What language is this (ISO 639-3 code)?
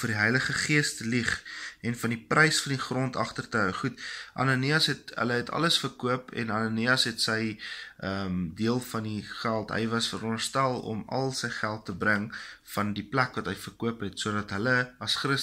afr